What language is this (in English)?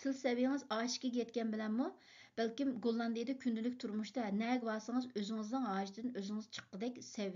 Uyghur